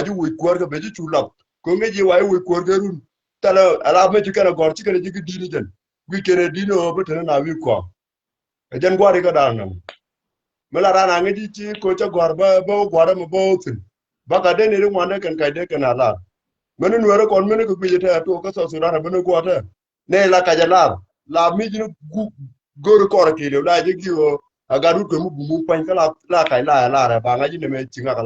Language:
Nuer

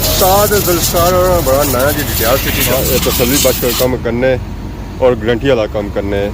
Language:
Pahari-Potwari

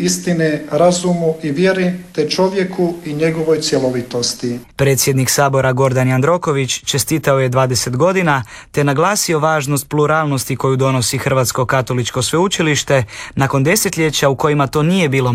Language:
Croatian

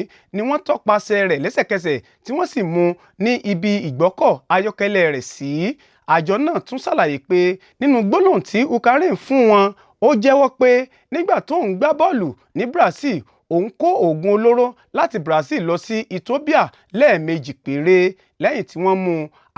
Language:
Yoruba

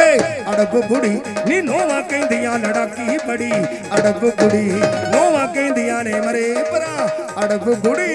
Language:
Punjabi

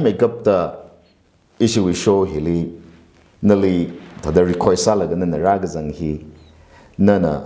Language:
Tangkhul Naga (India)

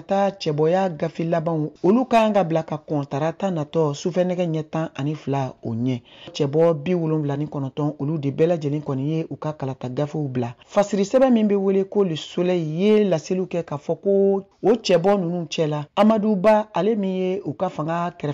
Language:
Bambara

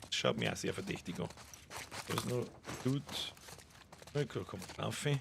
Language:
Bavarian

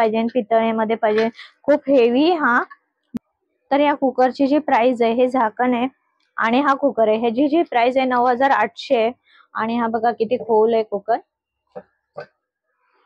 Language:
Marathi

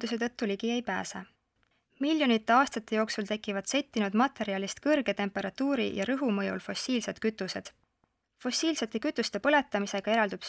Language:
Estonian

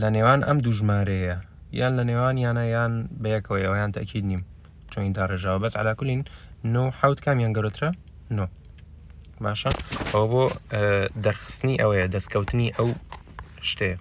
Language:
Central Kurdish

